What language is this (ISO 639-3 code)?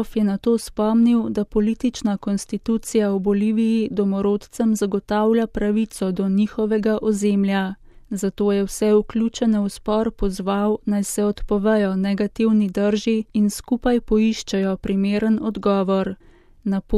slv